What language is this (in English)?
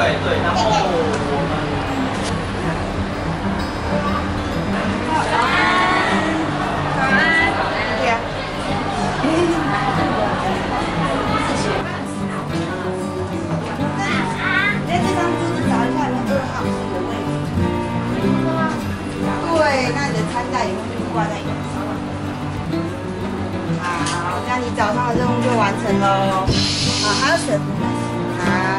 Chinese